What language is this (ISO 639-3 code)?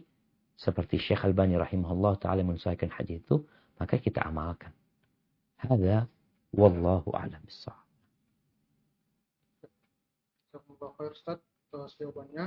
ind